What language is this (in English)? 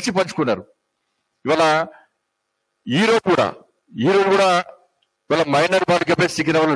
Telugu